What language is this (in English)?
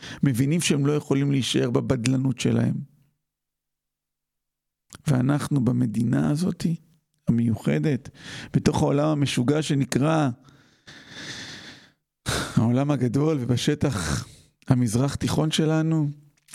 Hebrew